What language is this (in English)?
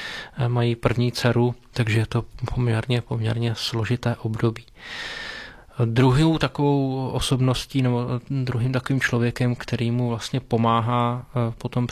Czech